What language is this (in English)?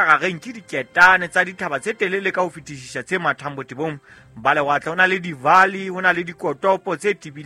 Southern Sotho